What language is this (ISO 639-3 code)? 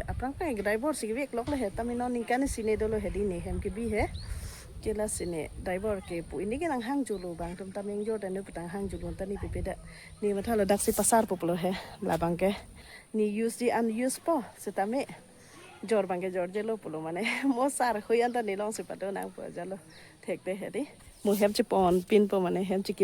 mjw